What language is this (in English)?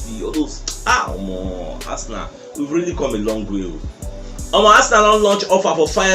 Nigerian Pidgin